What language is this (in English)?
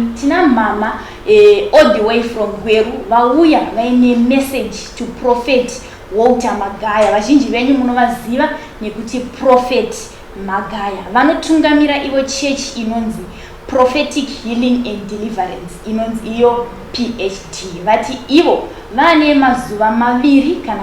Shona